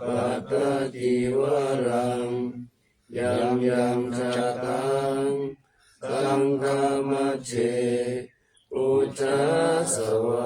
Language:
Pali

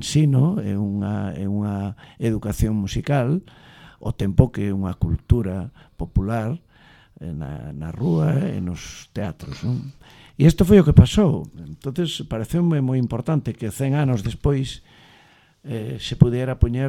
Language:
Galician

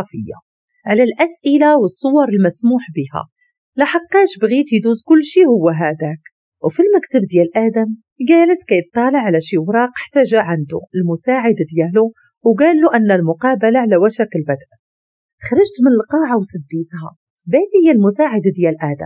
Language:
Moroccan Arabic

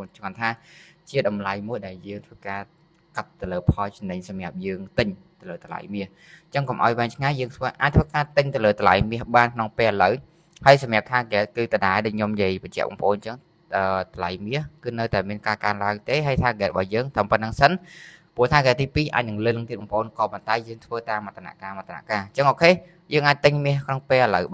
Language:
Khmer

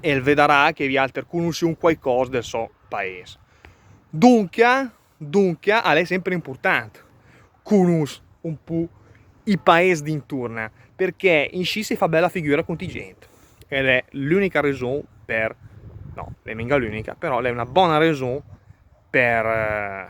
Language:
Lombard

